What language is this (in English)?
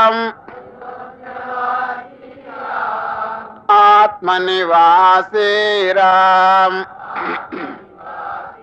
Telugu